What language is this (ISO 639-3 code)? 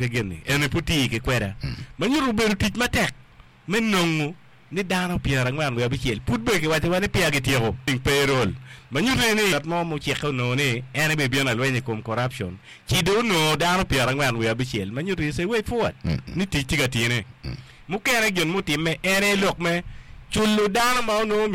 ach